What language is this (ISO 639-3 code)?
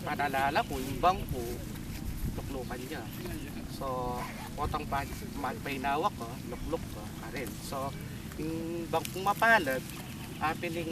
pam